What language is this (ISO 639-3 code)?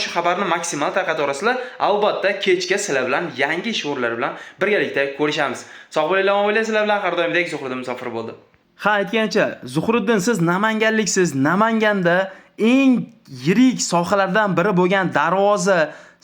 uzb